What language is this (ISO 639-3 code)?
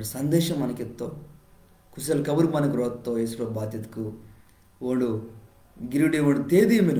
kff